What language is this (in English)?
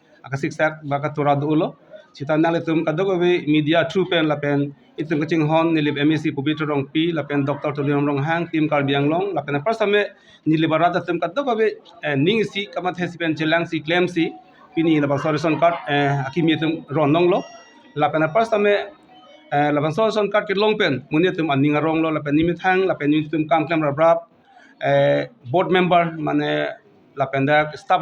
Karbi